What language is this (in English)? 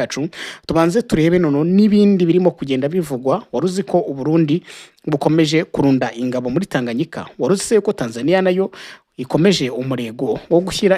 Kinyarwanda